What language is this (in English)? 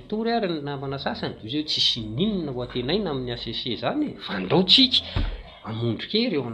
Malagasy